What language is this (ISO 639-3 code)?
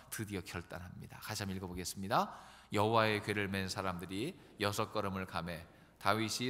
kor